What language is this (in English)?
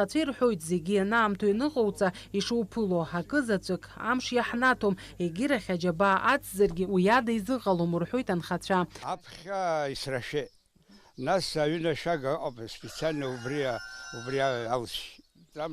Abkhazian